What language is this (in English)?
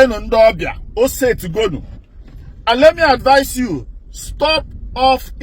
Igbo